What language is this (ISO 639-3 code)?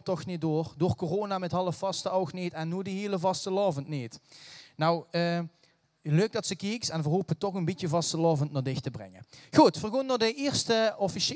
lim